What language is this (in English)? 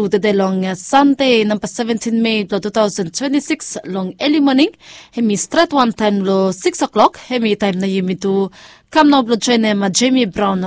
Bislama